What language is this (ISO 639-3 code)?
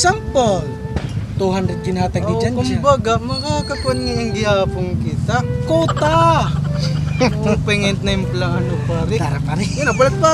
war